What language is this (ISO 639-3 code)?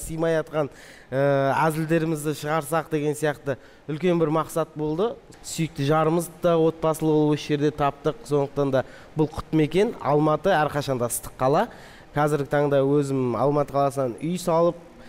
kaz